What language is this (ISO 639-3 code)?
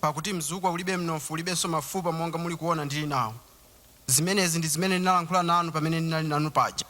nya